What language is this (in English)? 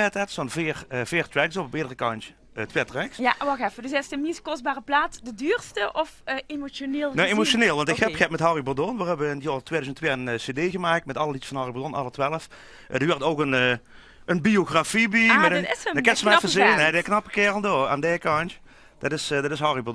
Limburgish